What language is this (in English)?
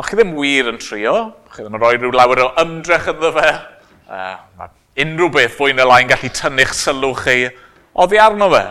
Welsh